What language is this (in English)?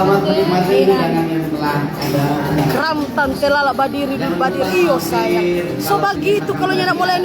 Manado Malay